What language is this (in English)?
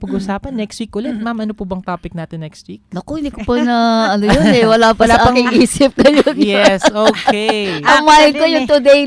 Filipino